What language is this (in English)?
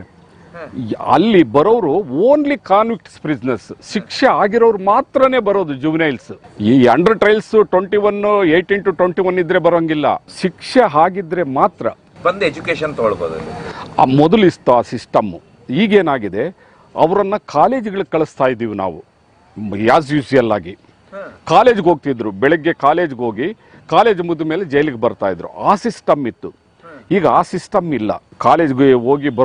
Kannada